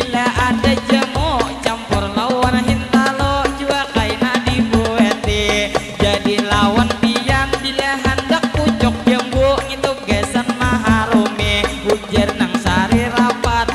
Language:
Banjar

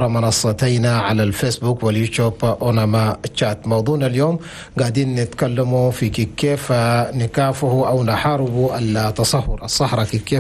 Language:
Chadian Arabic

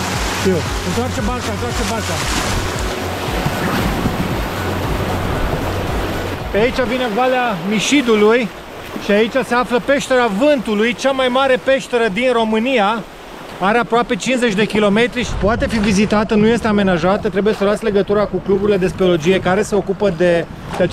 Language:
Romanian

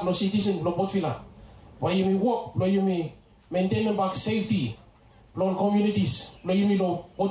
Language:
Bislama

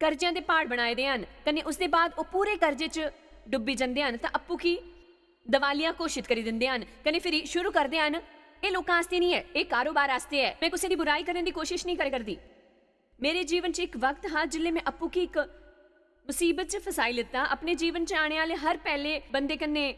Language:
Dogri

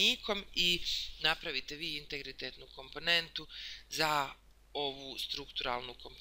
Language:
Bosnian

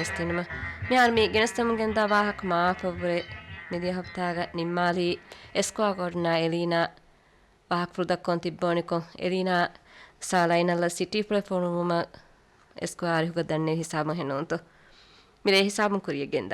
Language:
Divehi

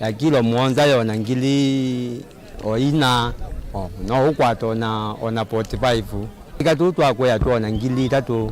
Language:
Kamba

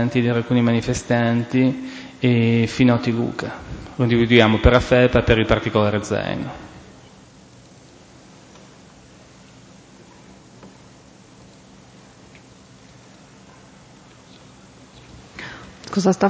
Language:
Italian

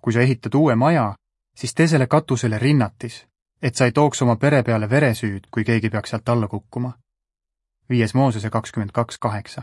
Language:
Estonian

